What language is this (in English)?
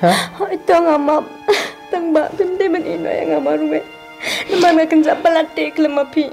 Khasi